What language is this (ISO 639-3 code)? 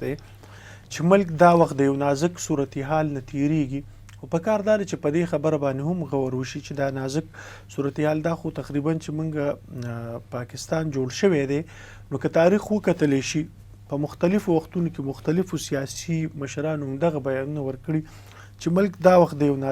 pus